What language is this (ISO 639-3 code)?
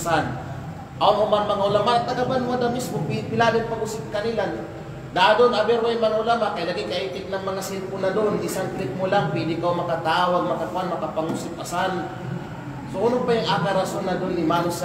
kqe